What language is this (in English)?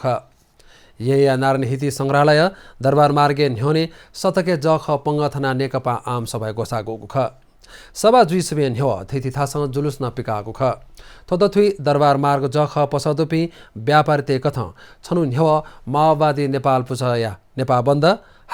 Newari